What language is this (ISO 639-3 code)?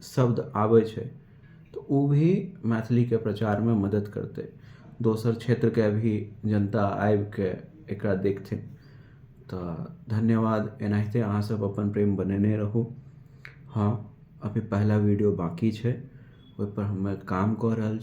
mai